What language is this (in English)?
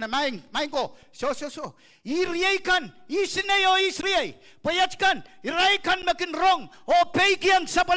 Pohnpeian